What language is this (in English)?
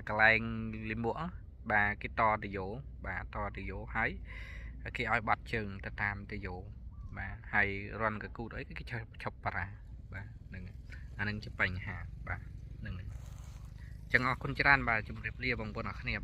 Khmer